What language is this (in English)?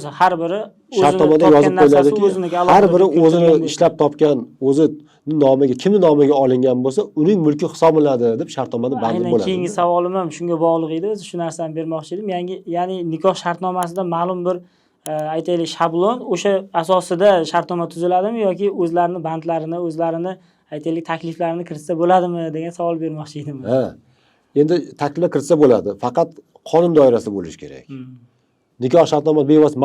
Uzbek